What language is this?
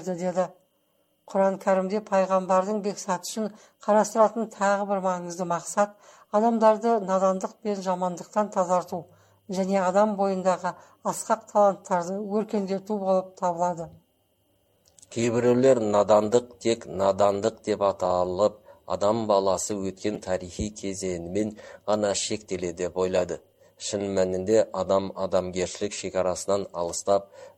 Kazakh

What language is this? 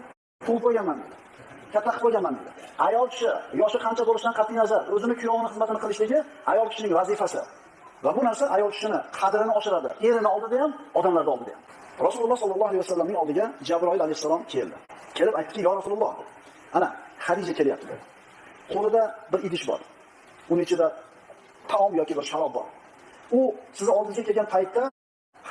Uzbek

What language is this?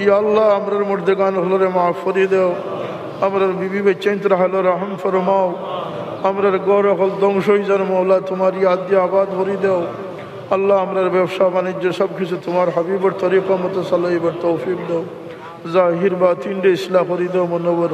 Sylheti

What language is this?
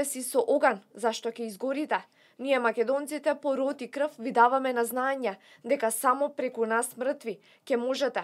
Macedonian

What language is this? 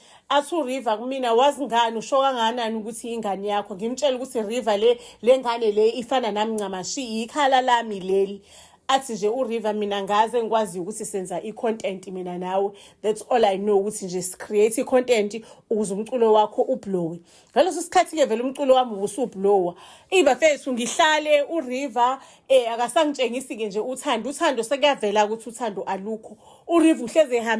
Zulu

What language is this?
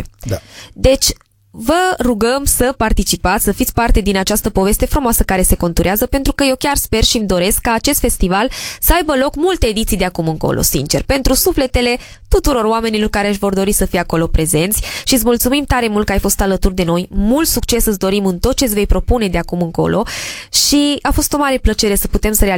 Romanian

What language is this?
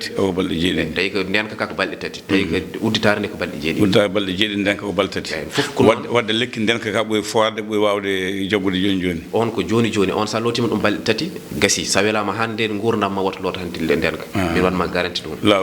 Fula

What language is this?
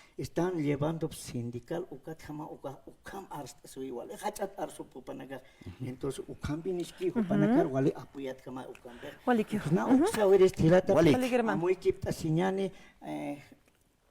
Aymara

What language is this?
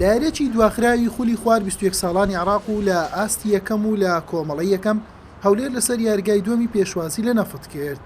Central Kurdish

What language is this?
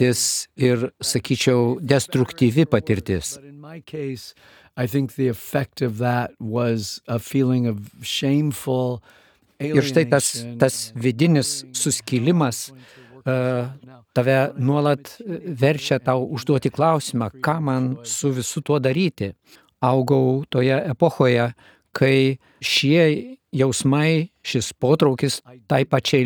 Lithuanian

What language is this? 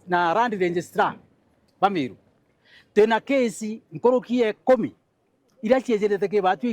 Meru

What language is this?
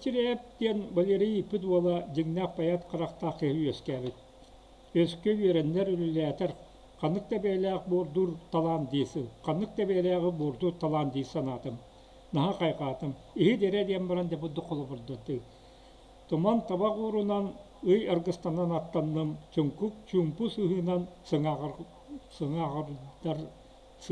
Yakut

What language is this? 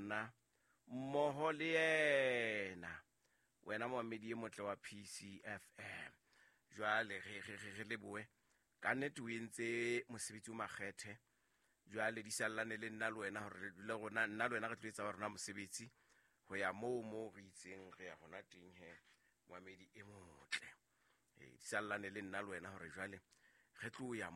Southern Sotho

